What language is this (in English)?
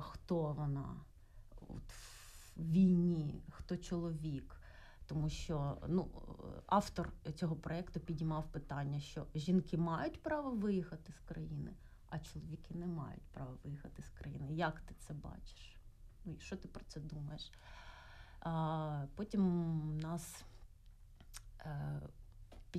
Ukrainian